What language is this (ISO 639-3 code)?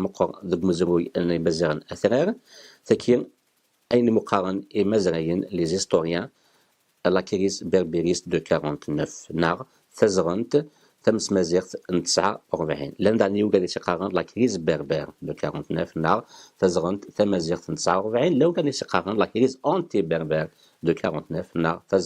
kab